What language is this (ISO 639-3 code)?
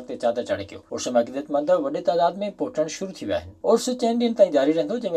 snd